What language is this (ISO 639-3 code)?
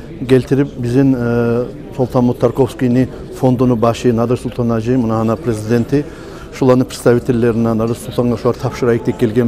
kum